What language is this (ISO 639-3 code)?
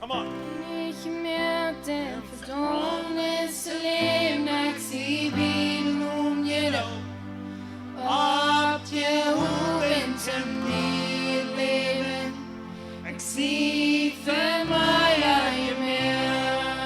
pdt